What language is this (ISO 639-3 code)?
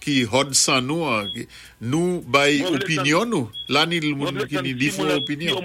acf